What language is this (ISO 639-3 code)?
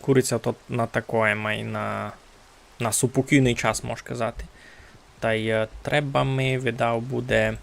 rue